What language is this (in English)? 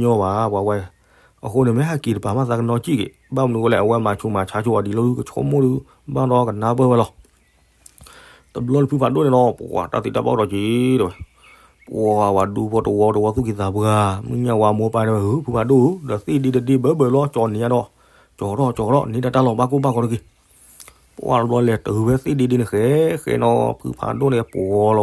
S'gaw Karen